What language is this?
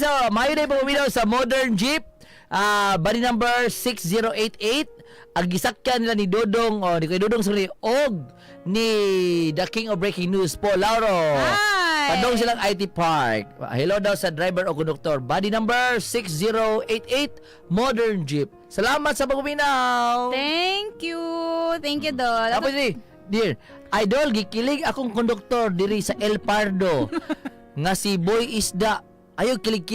Cebuano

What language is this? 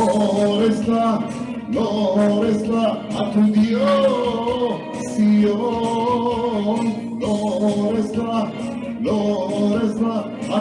Ladino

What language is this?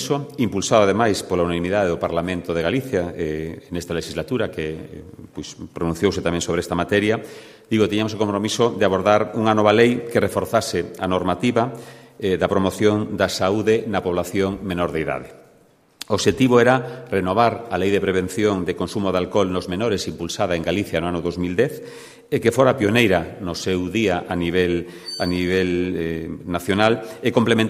Galician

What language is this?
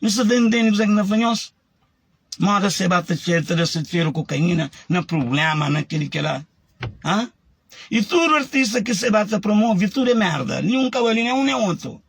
Kabuverdianu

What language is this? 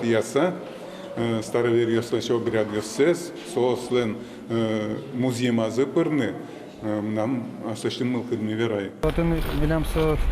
Udmurt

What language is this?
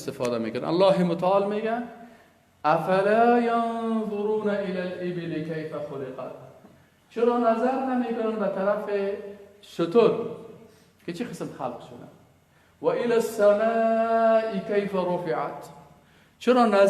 Persian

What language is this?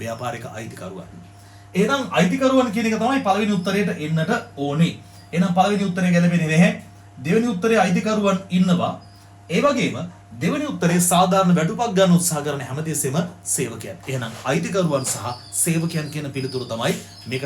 Sinhala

